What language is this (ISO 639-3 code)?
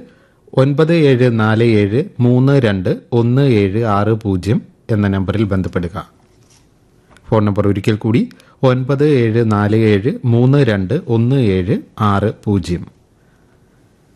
mal